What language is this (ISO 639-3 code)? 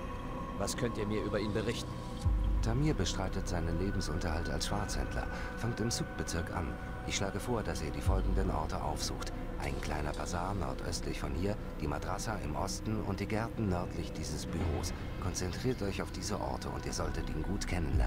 deu